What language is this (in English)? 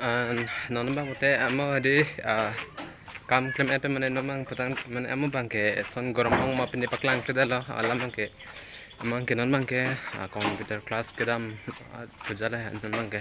Karbi